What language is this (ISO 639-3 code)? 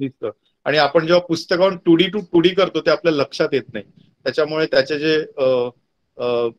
mar